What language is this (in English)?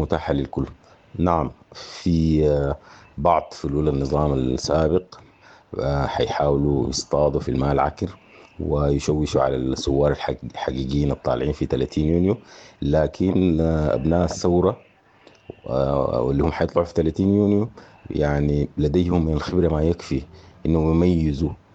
Sudanese Arabic